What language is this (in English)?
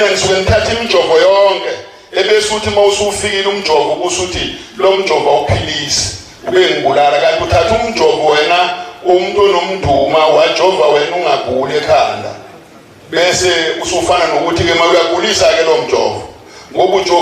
Zulu